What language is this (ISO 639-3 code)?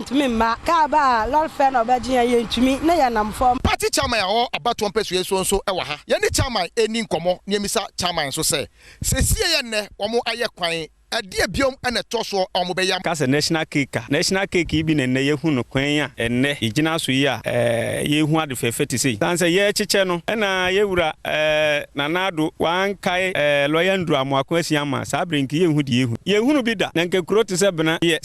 aka